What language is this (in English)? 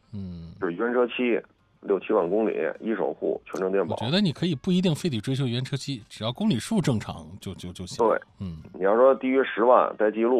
Chinese